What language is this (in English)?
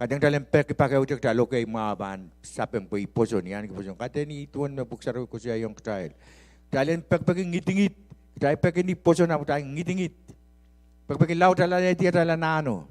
Pohnpeian